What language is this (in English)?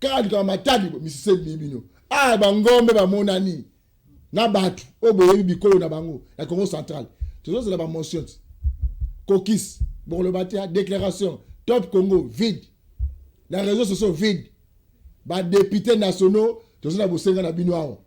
Lingala